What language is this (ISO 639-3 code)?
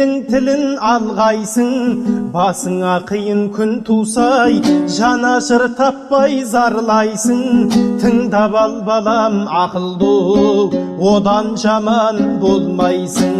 kaz